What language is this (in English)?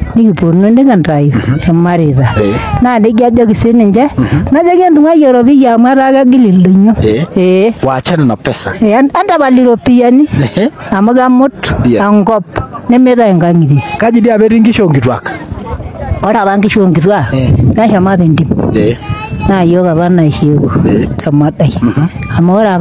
Masai